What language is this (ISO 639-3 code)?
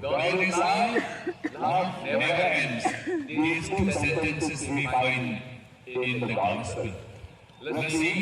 mjw